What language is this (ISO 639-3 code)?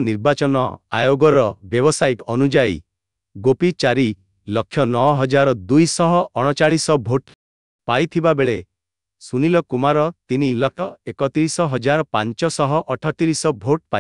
ori